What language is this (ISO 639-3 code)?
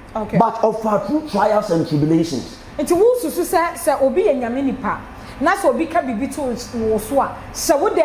aka